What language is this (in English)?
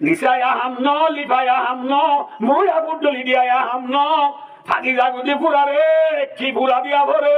Rohingya